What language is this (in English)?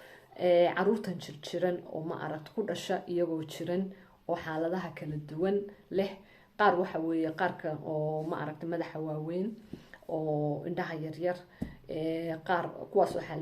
Somali